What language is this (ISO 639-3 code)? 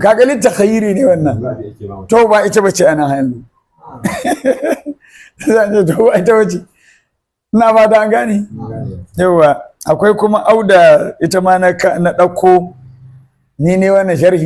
hau